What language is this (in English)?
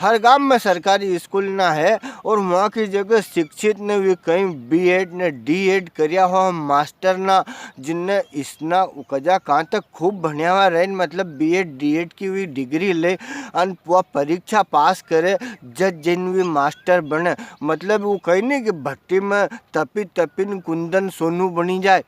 Rajasthani